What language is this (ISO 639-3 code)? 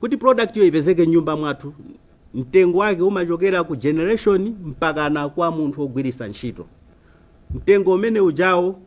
nya